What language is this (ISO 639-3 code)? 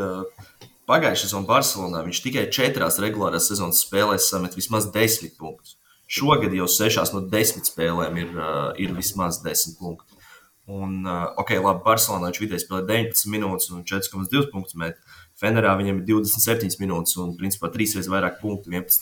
lav